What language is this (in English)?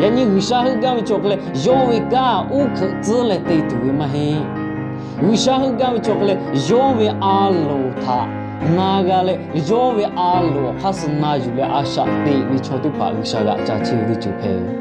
Lahu